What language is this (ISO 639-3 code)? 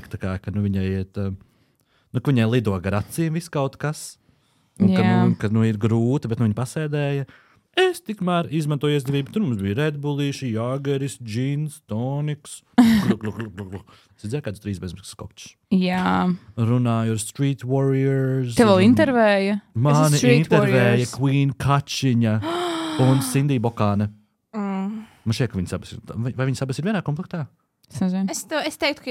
lav